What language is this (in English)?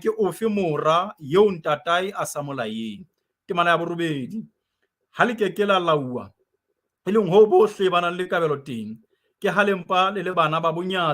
Southern Sotho